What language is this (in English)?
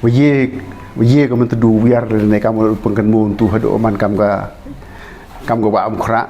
Pnar